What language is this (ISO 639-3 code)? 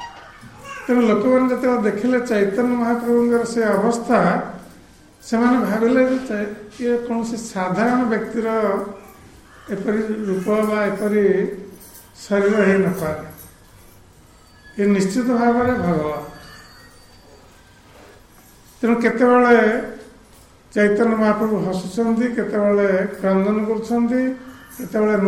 ori